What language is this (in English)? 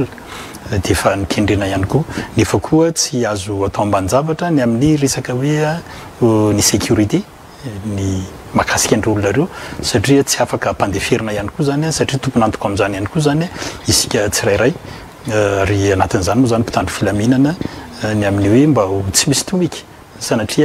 Malagasy